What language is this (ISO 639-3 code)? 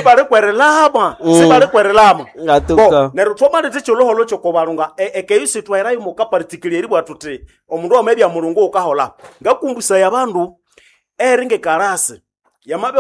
nnb